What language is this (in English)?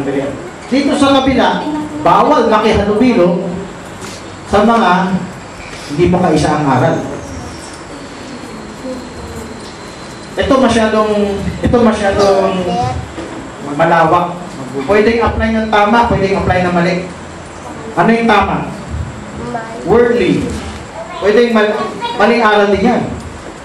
Filipino